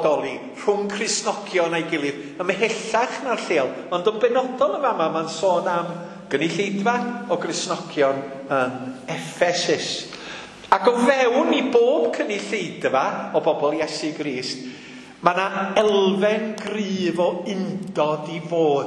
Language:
Welsh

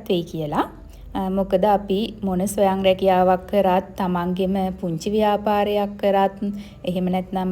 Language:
Sinhala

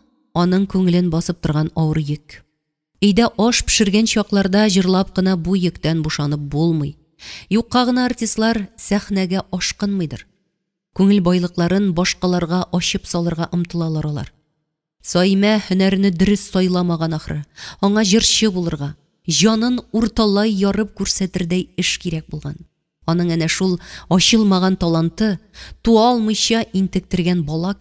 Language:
Tatar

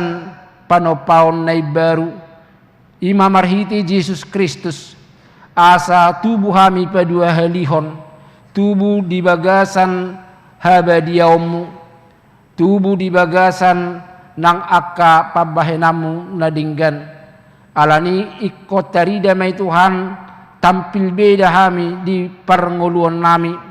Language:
Batak Toba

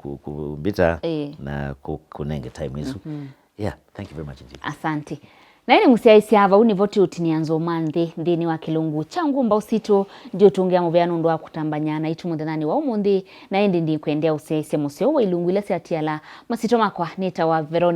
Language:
Kamba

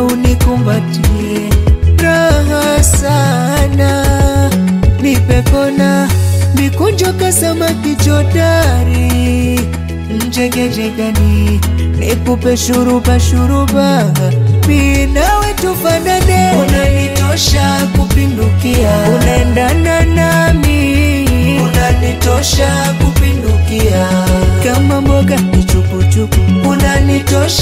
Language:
Swahili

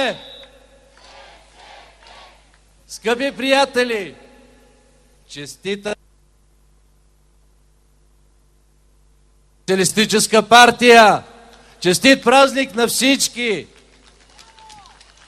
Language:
Bulgarian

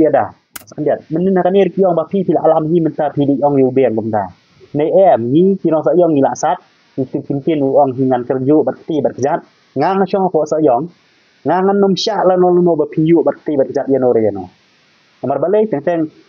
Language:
Khasi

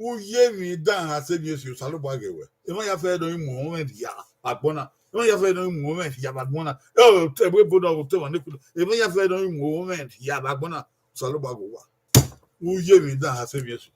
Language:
Bini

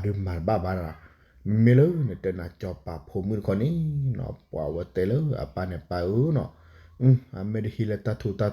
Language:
S'gaw Karen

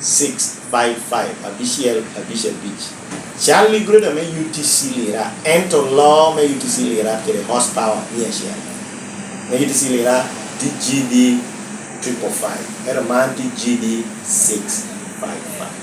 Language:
Lango (Uganda)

